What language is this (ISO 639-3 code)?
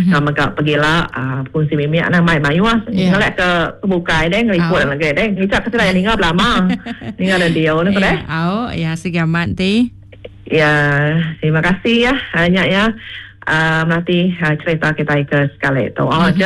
iba